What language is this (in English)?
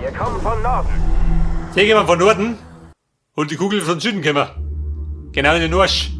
Bavarian